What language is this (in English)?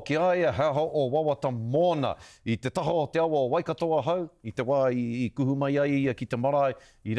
Māori